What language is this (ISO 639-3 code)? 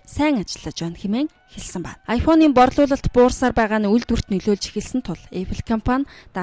mon